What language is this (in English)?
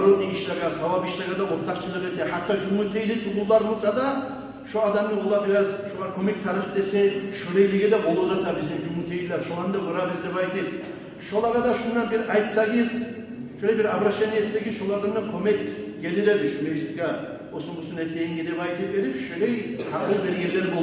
Kumyk